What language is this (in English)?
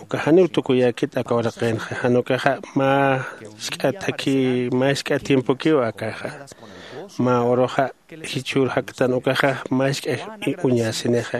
Aymara